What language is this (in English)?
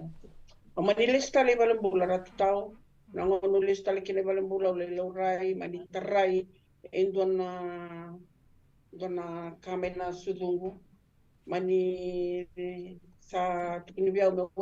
Fijian